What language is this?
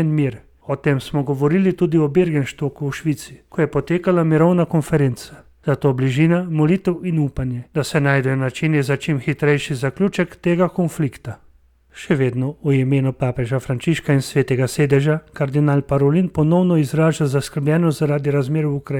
Slovenian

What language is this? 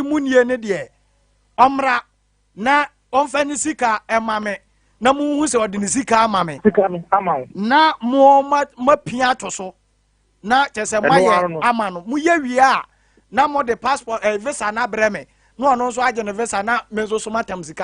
Akan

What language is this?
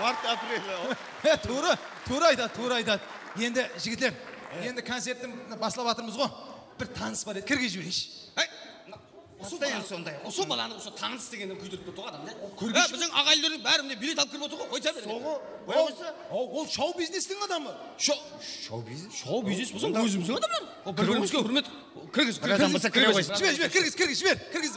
Kara-Kalpak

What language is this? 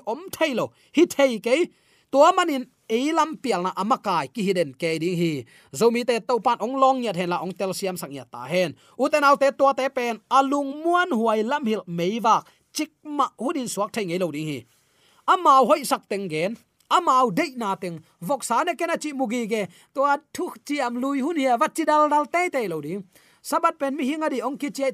Tedim Chin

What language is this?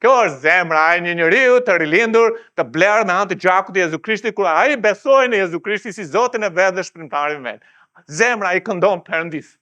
Albanian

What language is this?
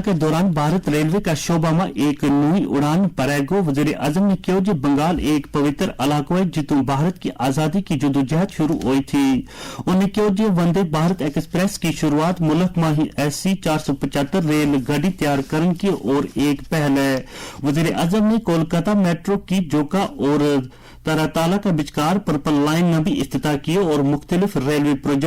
Gujari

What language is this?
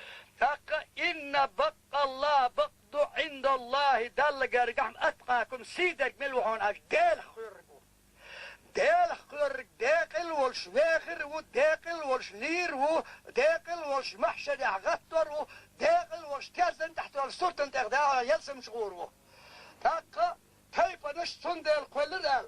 Chechen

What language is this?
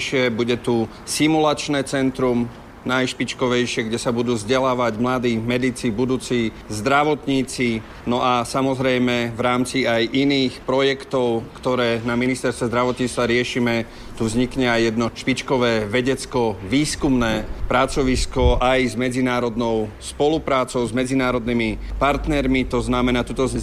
Slovak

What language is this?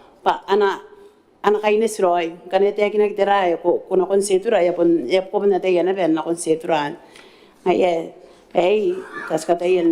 Gilbertese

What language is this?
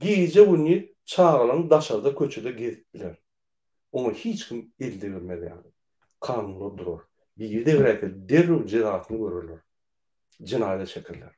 Turkmen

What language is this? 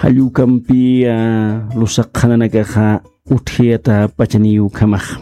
Aymara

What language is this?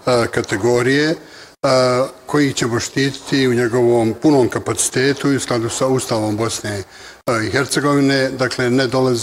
Bosnian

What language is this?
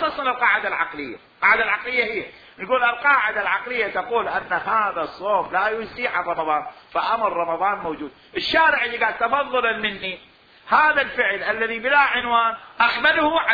Mesopotamian Arabic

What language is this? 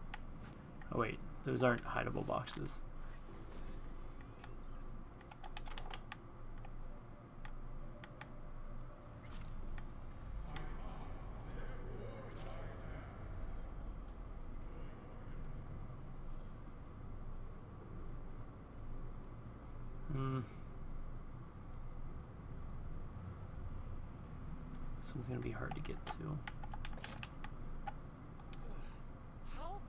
English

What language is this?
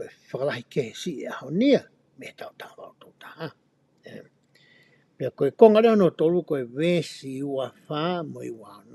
Tongan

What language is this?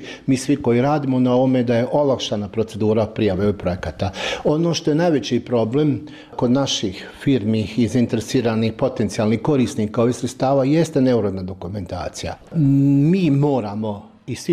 Bosnian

